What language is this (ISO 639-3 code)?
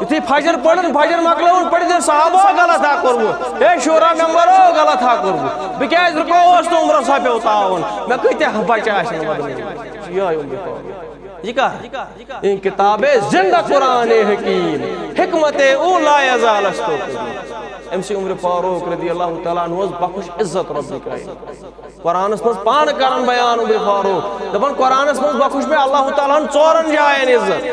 kas